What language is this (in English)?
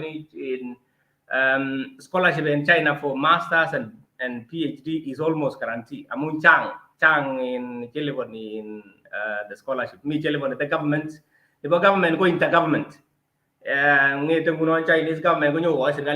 Kalenjin